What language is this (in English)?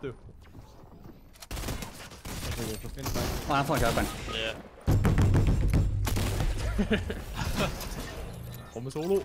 Danish